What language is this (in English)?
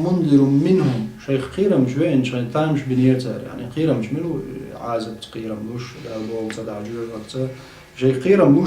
Chechen